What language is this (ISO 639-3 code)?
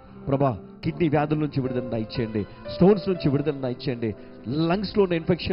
tel